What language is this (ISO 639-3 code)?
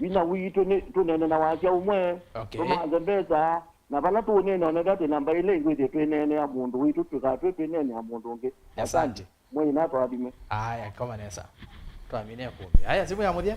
kam